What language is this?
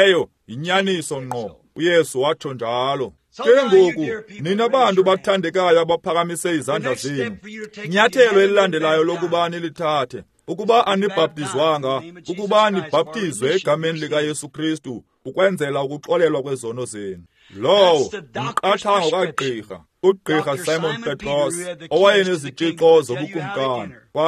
Xhosa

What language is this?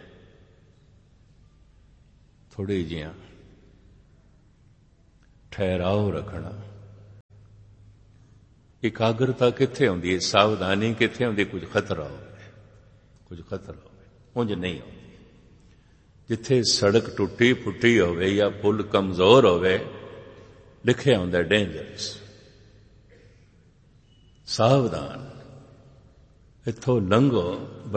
Punjabi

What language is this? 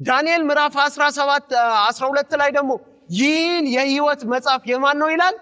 Amharic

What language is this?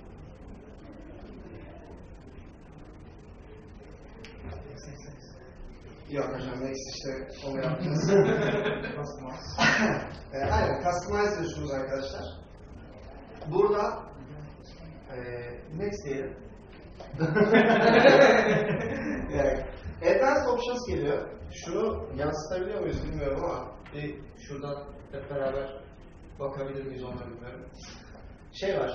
Turkish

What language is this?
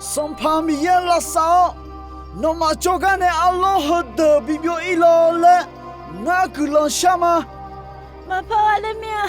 Akha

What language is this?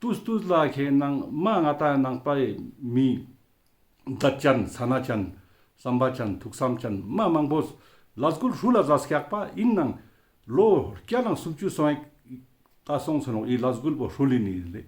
Ladakhi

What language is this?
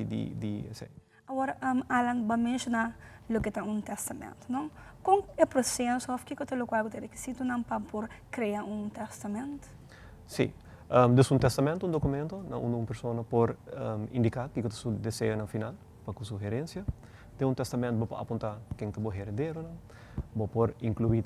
Papiamento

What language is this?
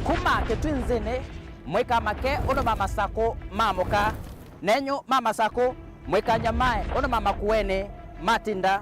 Kamba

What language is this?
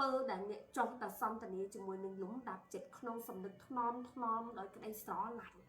Khmer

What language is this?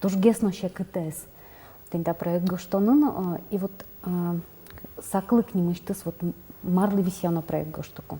Udmurt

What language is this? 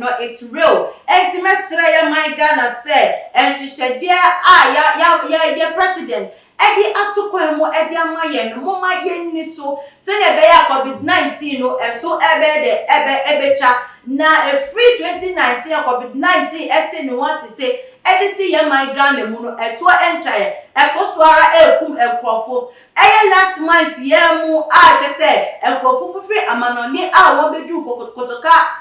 Akan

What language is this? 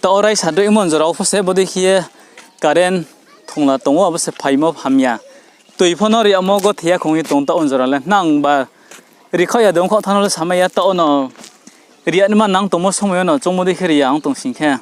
Riang (India)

